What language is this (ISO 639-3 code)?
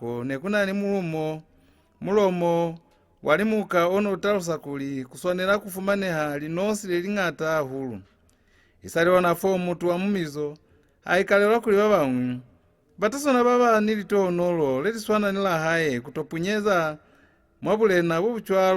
loz